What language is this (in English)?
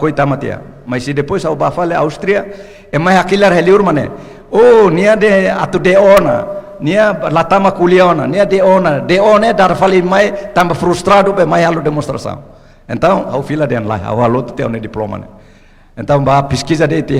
Tetum